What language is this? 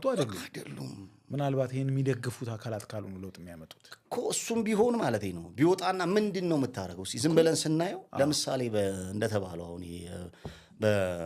Amharic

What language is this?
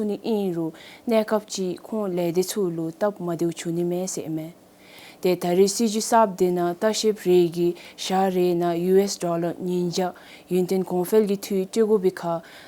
Dzongkha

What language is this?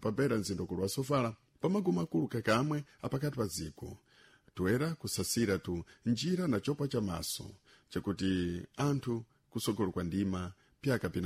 Sena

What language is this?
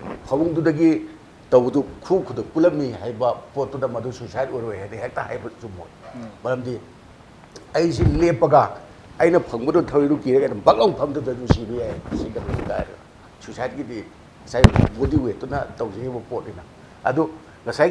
Manipuri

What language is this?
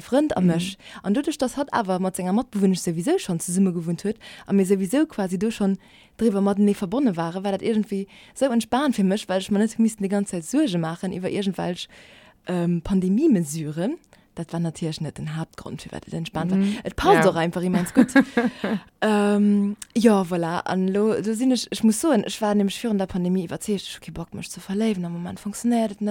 Luxembourgish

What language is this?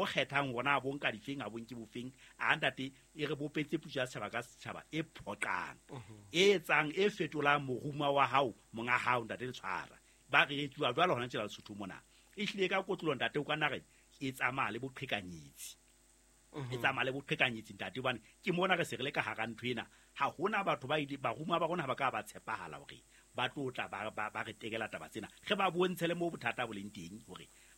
Southern Sotho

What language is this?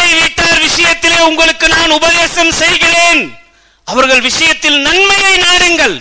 Tamil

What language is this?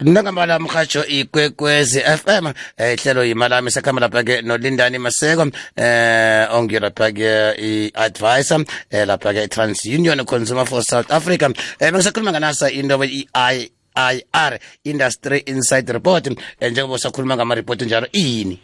South Ndebele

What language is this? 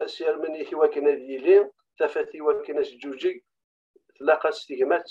Kabyle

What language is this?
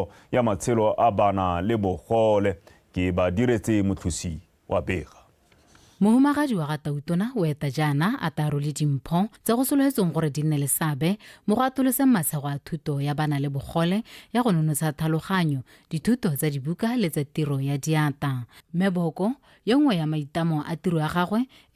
Tswana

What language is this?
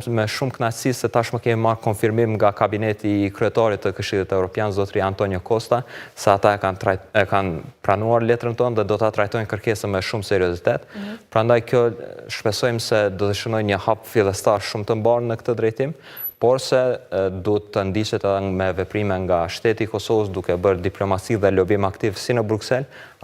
Albanian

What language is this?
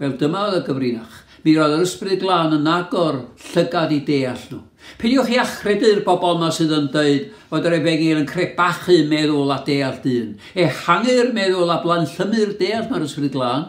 Welsh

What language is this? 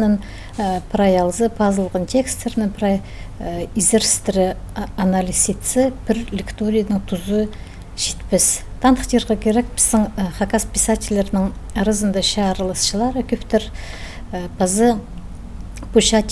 Khakas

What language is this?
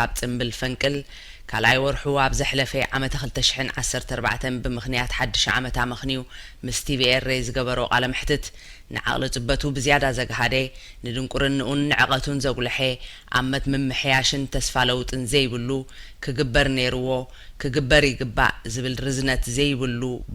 Tigrinya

